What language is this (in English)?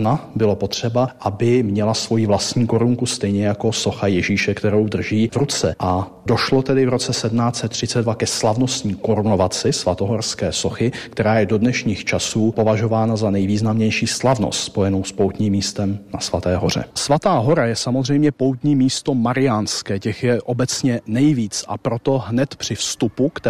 Czech